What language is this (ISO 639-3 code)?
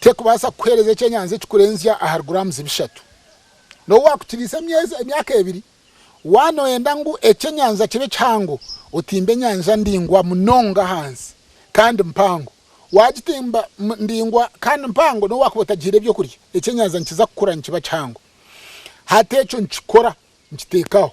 nyn